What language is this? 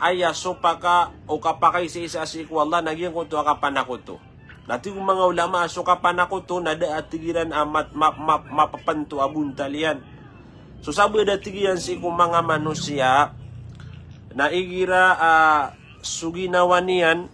Maranao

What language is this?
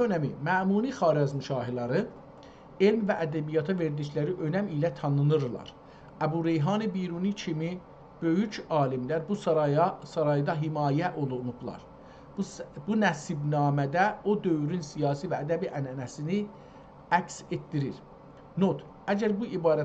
South Azerbaijani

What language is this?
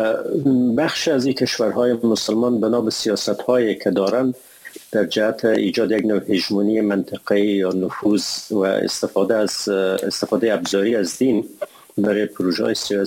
Persian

